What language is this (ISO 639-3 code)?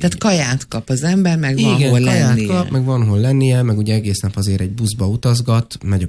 hun